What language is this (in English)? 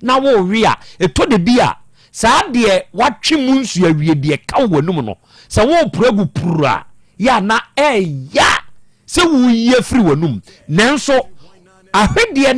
Akan